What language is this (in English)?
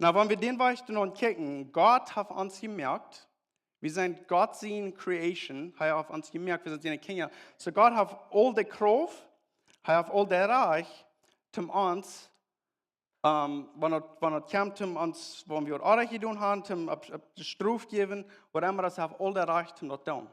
Plautdietsch